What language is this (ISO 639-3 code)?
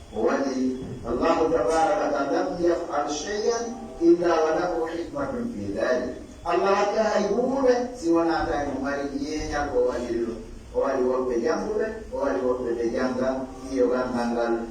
fuf